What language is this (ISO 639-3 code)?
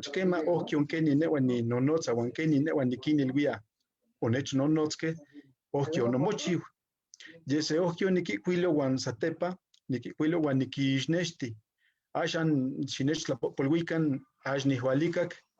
nhe